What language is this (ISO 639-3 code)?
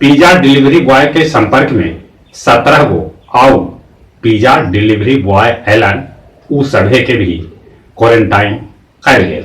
mag